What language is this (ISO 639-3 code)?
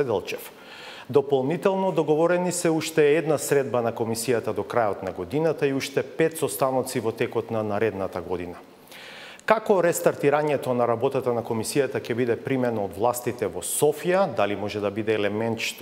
mkd